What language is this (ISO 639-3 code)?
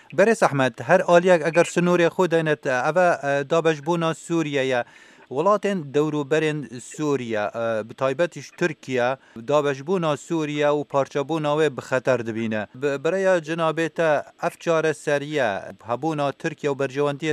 kur